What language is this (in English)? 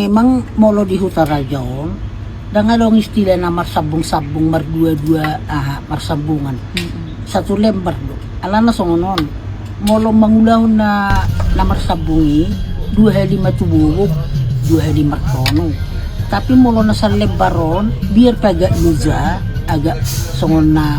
Batak Toba